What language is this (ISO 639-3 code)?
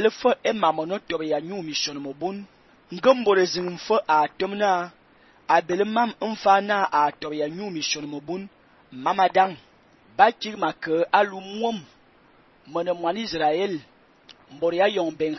fan